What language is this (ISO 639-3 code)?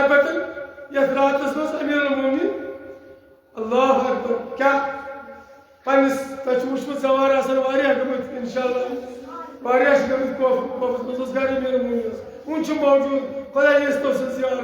kas